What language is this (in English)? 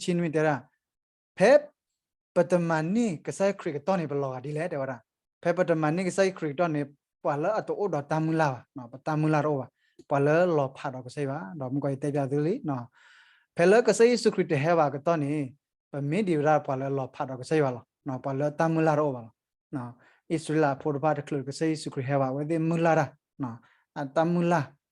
S'gaw Karen